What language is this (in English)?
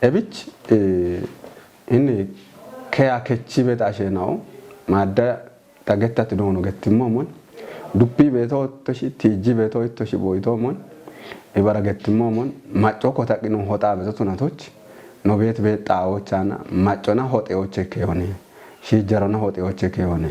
Kafa